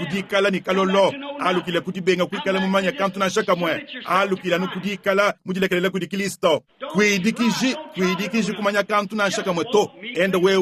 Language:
Luba-Lulua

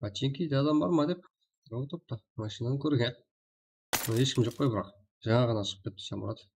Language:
Kara-Kalpak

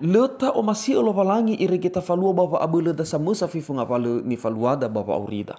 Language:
Nias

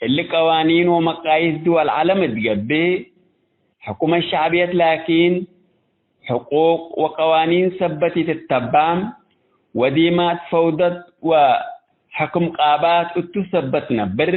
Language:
Tigre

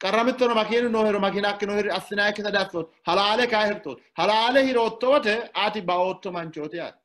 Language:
Sidamo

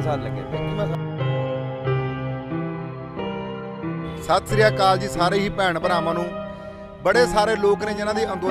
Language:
Punjabi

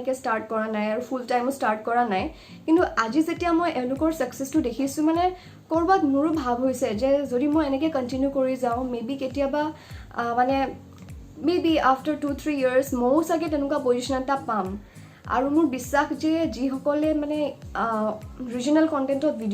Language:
Assamese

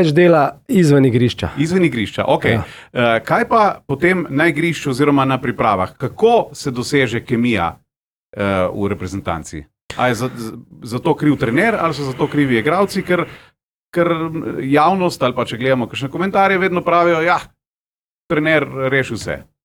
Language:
Slovenian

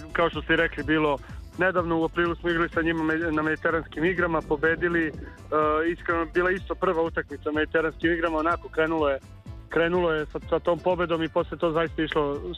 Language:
Serbian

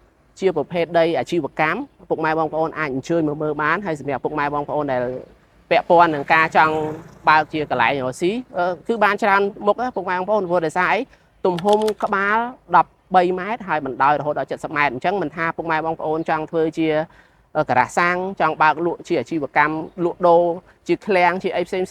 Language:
Khmer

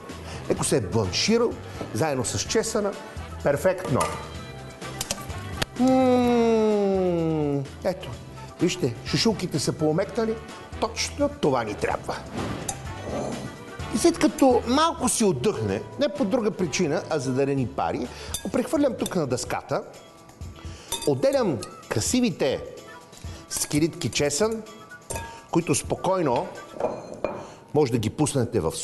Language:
Bulgarian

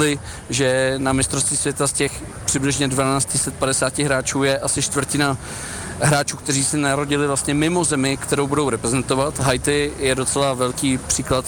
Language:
Czech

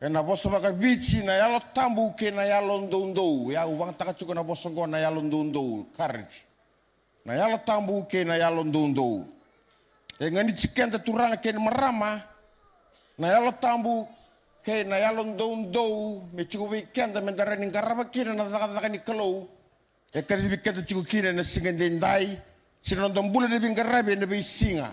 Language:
Fijian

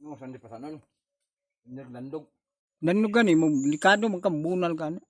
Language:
Cebuano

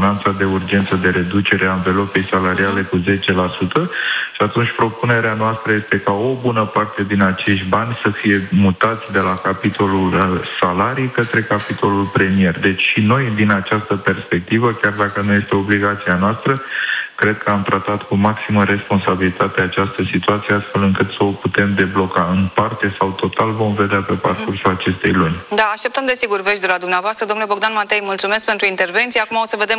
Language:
Romanian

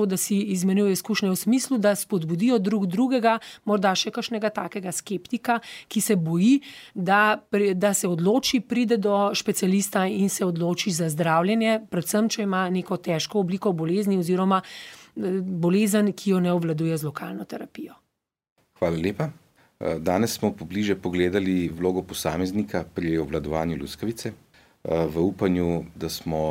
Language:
Slovenian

